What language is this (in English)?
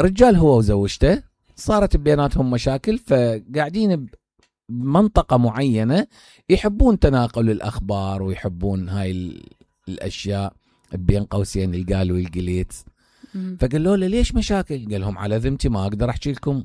Mesopotamian Arabic